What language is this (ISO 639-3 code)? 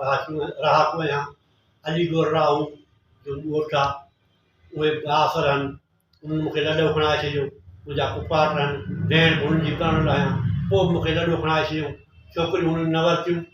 snd